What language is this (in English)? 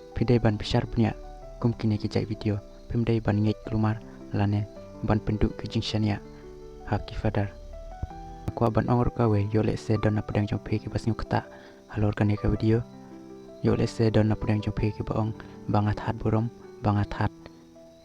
Khasi